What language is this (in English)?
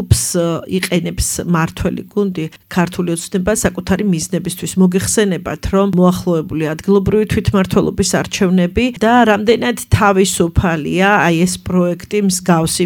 Georgian